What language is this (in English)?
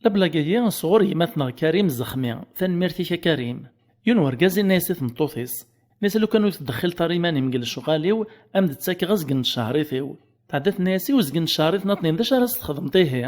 Kabyle